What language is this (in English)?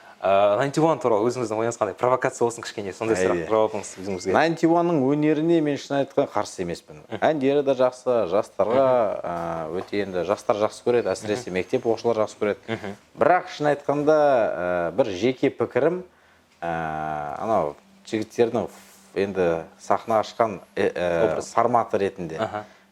Kazakh